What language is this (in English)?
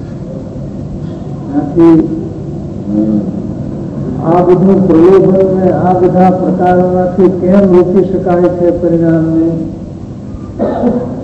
Gujarati